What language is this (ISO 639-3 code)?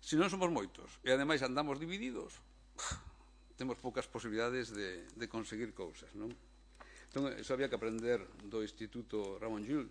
glg